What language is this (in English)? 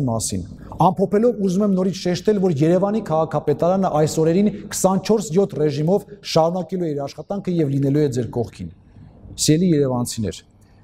Armenian